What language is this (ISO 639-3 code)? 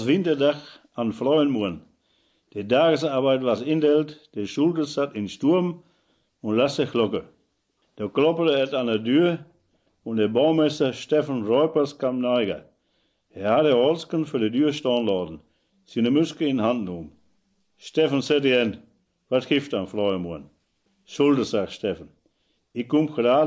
wep